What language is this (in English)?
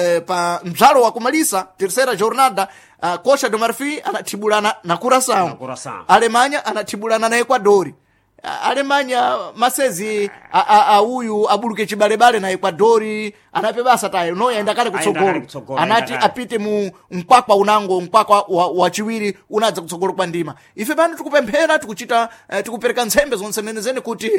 Sena